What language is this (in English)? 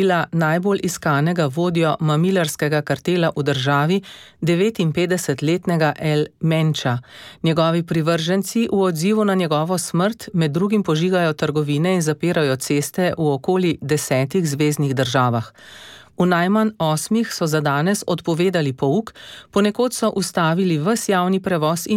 Slovenian